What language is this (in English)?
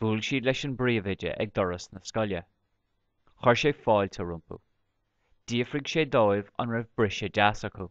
Irish